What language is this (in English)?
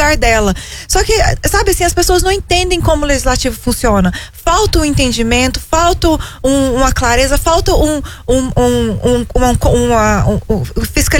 Portuguese